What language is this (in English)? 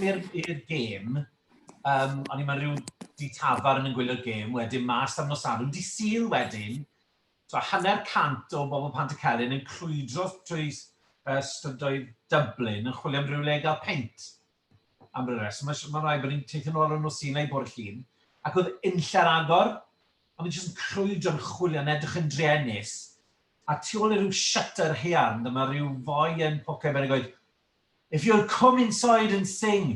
Welsh